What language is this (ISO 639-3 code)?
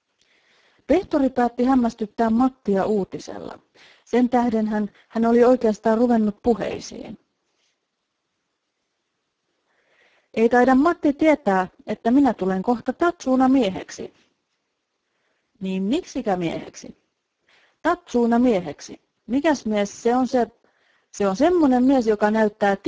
fin